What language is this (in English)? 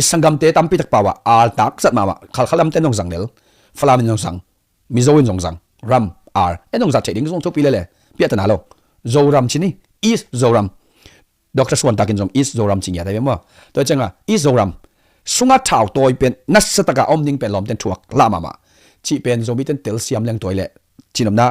Tedim Chin